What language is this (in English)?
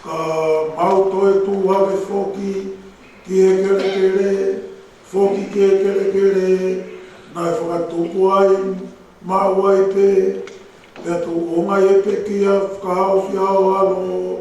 Tongan